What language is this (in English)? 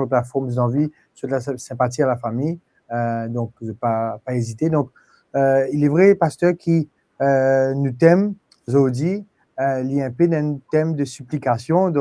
Morisyen